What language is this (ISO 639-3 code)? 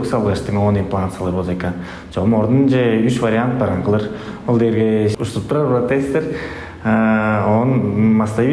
tyv